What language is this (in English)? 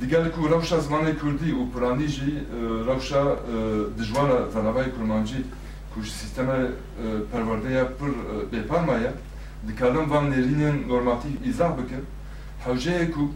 Kurdish